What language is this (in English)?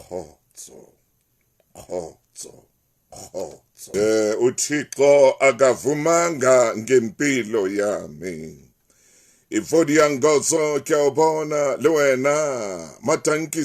Southern Sotho